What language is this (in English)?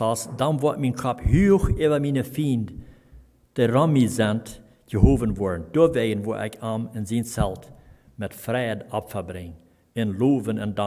Plautdietsch